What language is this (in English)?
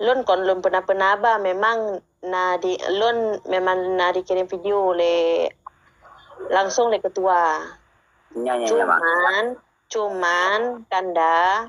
Achinese